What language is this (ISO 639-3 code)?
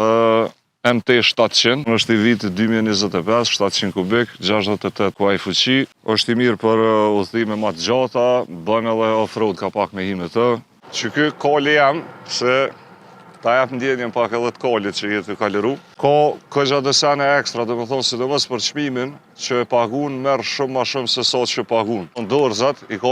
sqi